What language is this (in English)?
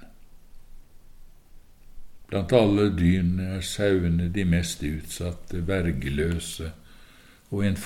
Norwegian